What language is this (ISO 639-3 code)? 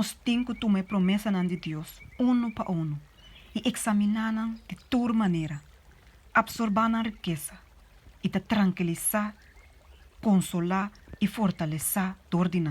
pap